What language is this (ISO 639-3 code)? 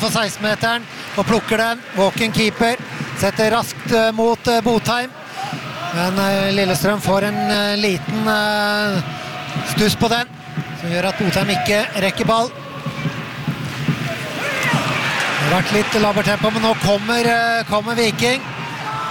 nor